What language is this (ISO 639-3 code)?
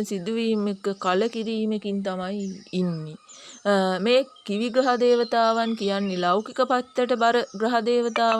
sin